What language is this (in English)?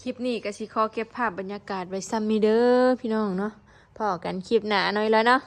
Northeastern Thai